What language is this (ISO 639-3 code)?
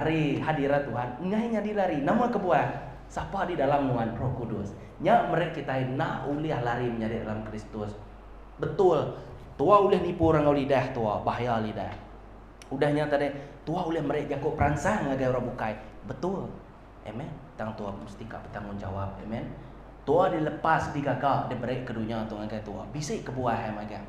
iba